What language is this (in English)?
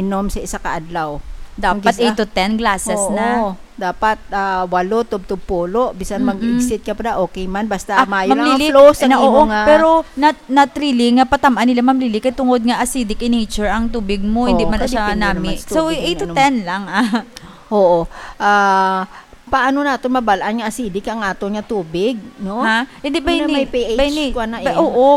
Hiligaynon